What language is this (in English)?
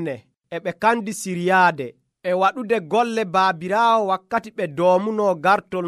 Nigerian Fulfulde